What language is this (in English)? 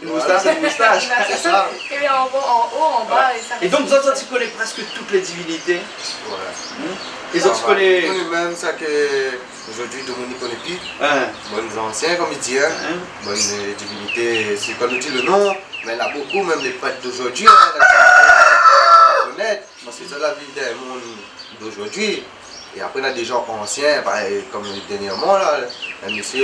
Réunion Creole French